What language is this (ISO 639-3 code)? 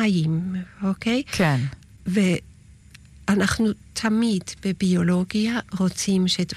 heb